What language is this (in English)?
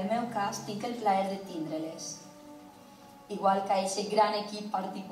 Catalan